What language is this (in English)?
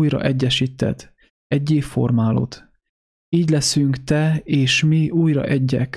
Hungarian